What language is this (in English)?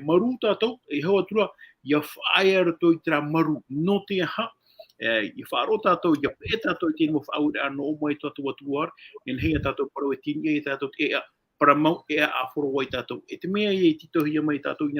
Tahitian